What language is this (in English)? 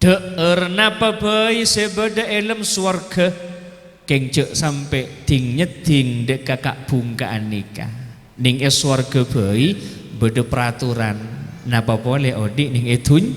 Madurese